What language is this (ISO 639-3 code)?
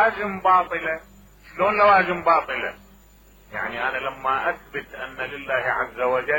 acm